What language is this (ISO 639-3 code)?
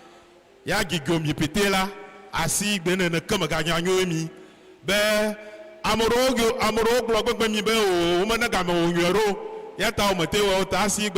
ewe